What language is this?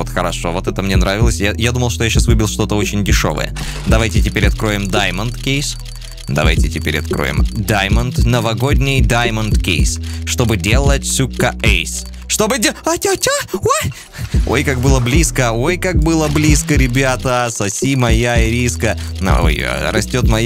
Russian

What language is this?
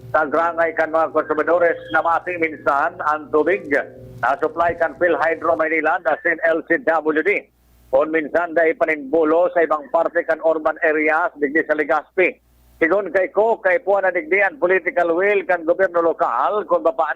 Bikol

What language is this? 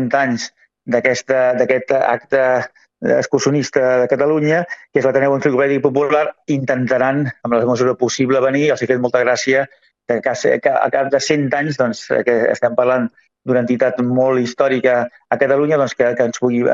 Catalan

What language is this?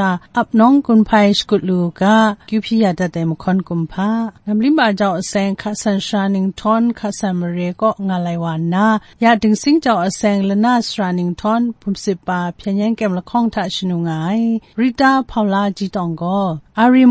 Kachin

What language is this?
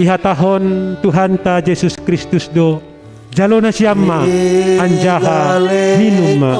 Batak Simalungun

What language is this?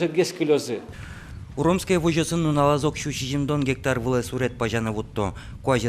Udmurt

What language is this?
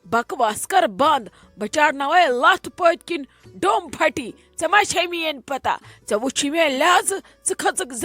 Kashmiri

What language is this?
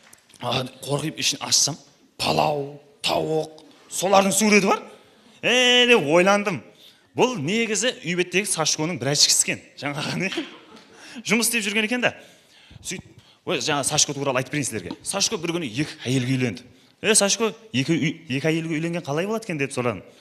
Kara-Kalpak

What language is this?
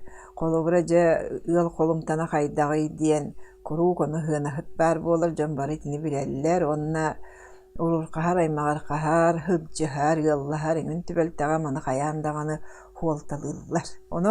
Yakut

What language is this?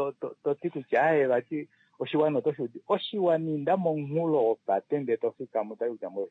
Kuanyama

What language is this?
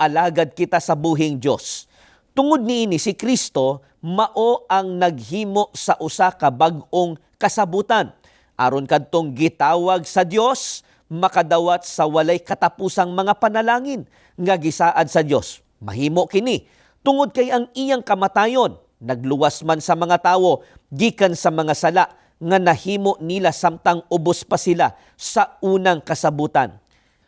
Cebuano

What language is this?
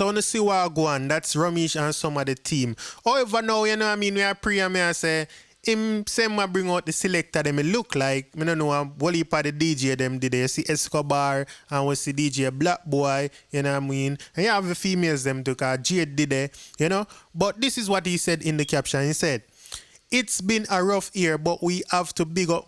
Jamaican Creole English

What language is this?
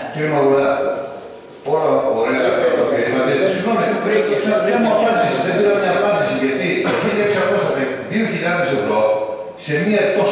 Greek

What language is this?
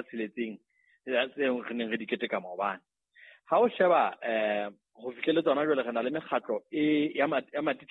Southern Sotho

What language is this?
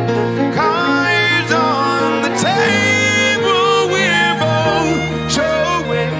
Bulgarian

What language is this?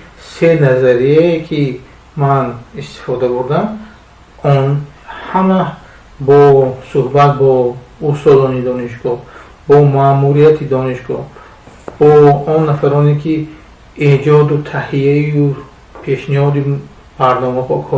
Tajik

